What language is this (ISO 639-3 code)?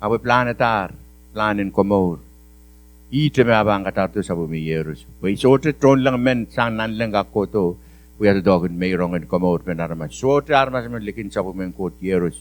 pon